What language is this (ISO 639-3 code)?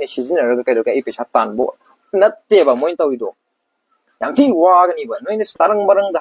mni